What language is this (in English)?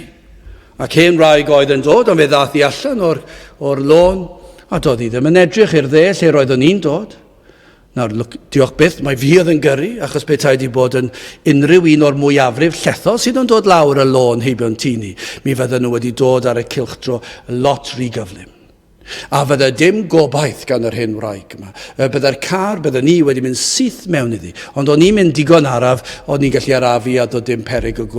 Welsh